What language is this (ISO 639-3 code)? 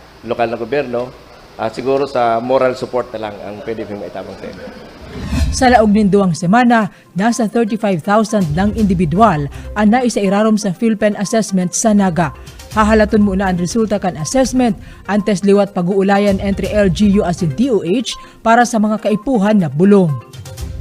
bik